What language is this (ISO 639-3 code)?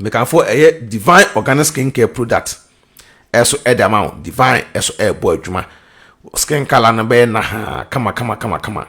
aka